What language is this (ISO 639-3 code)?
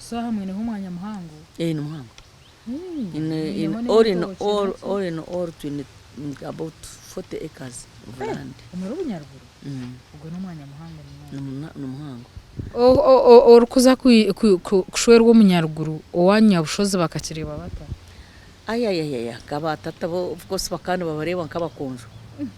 nyn